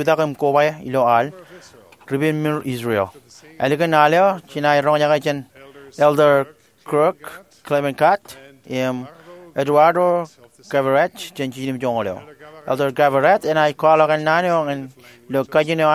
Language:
Marshallese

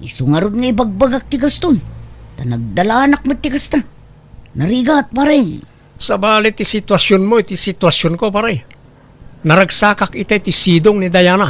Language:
Iloko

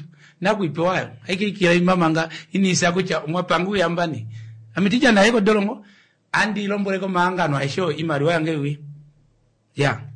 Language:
Kuanyama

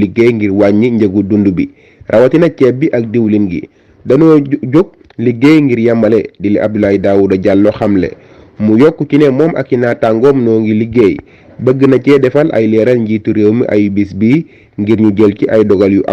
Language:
Wolof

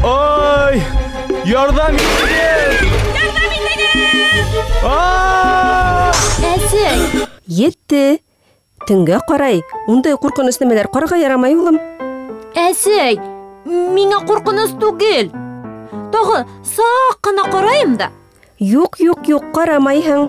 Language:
Bashkir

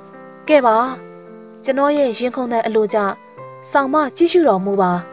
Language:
Burmese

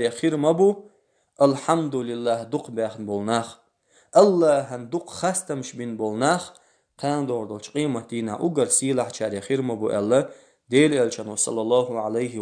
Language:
Chechen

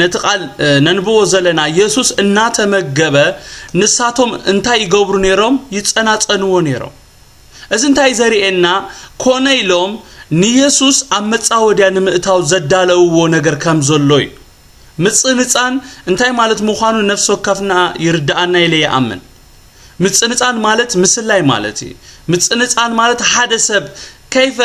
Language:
Tigrinya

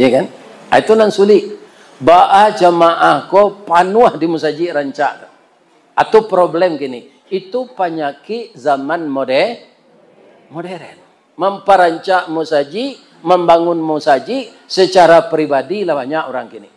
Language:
Minangkabau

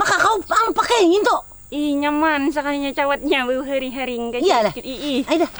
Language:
Banjar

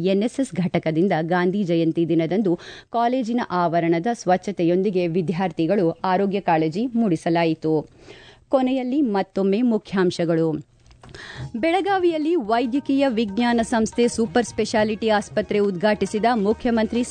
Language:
Kannada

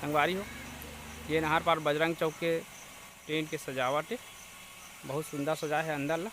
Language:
Chhattisgarhi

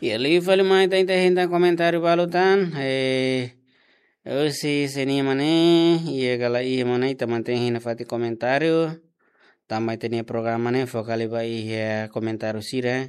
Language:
Tetum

